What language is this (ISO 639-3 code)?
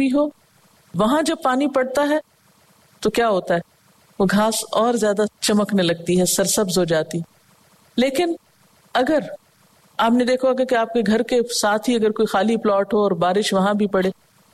urd